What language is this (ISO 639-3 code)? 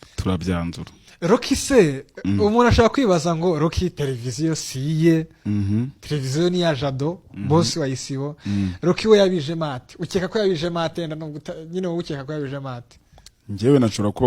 kin